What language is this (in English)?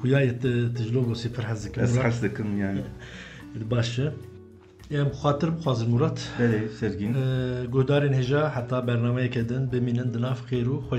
Kurdish